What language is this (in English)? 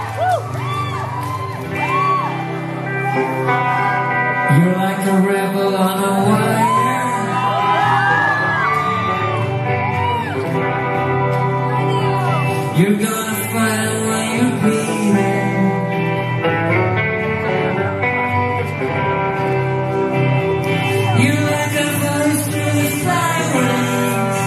English